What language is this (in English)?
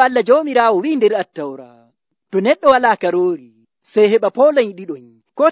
Nigerian Fulfulde